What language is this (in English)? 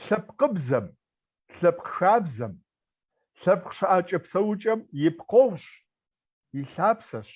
Kabardian